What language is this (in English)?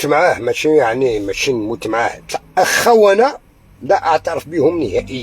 Algerian Arabic